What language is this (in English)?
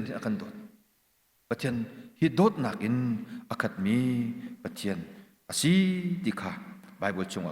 Hakha Chin